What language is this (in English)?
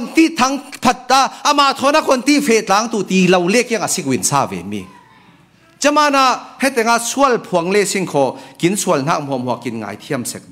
Falam Chin